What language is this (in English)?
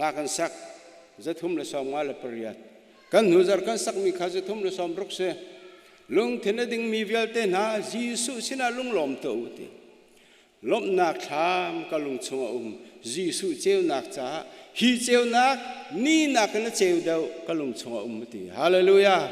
Hakha Chin